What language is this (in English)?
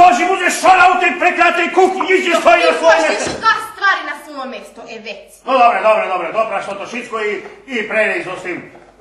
Rusyn